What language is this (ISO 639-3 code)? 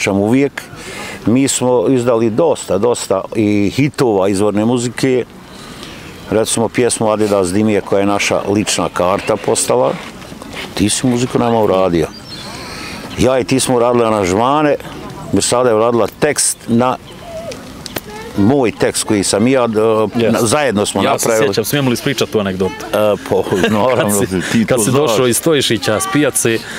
bos